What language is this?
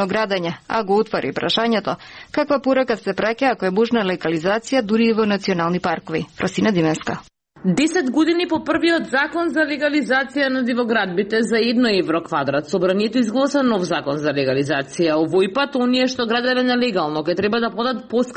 Macedonian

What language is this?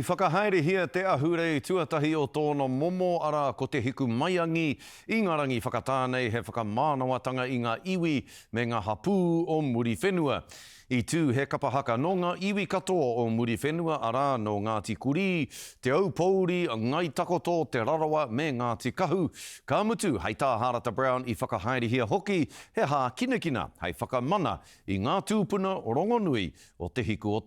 Māori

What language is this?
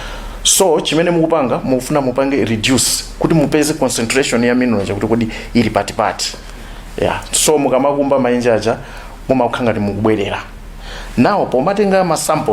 Nyanja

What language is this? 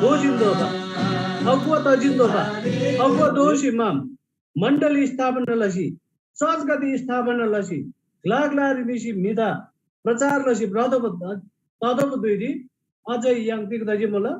Eastern Tamang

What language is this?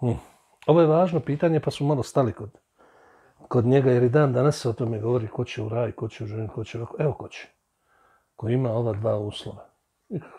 Bosnian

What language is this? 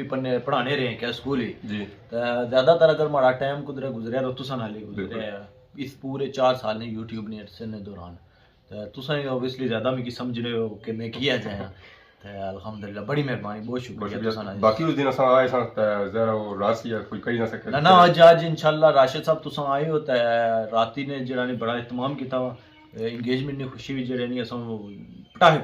Pahari-Potwari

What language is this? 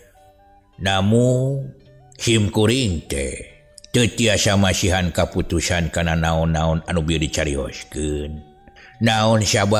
Sundanese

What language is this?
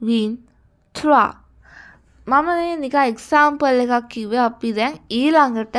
Sinhala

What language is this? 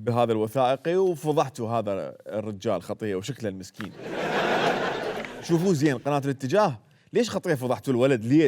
Mesopotamian Arabic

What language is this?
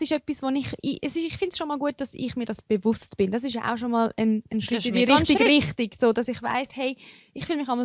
Swiss German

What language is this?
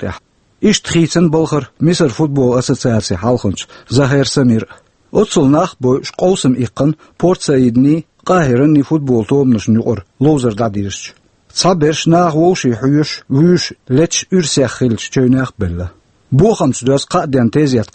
Chechen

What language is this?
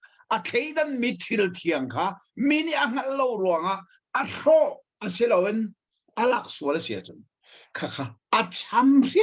Hakha Chin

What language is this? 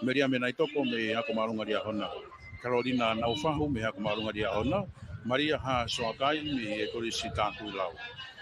Tongan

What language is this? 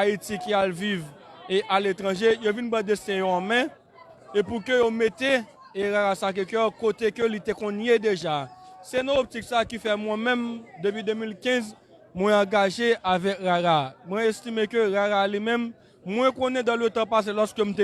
Haitian Creole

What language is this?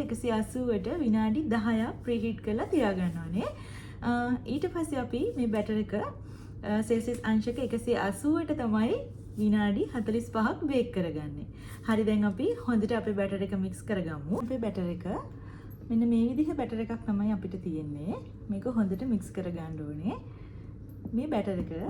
Sinhala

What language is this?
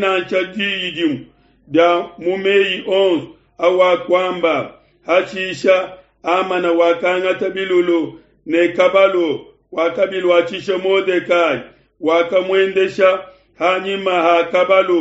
Luba-Lulua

